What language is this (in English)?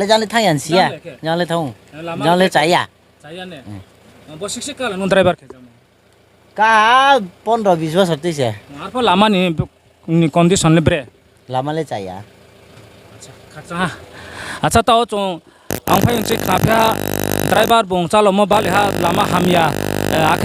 Riang (India)